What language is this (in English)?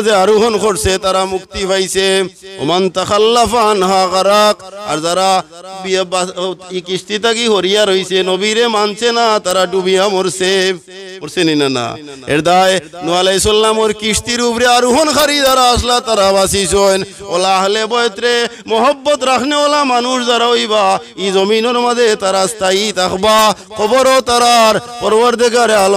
Sylheti